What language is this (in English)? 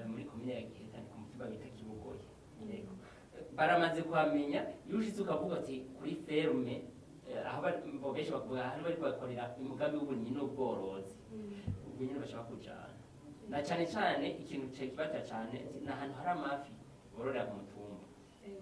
Rundi